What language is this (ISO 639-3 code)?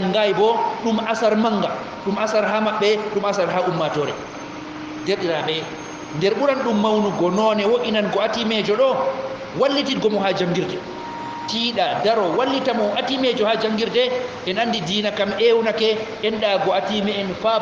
ful